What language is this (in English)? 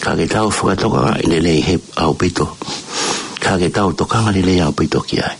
Tongan